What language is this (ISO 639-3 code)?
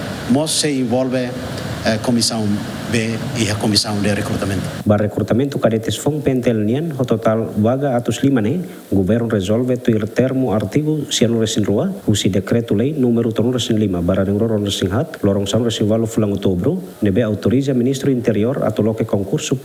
tet